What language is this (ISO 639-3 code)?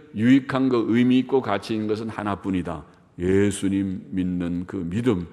kor